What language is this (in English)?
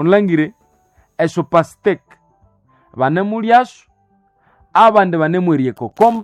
Nande